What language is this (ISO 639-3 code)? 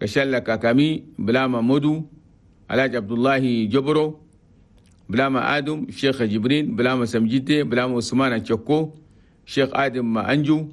shu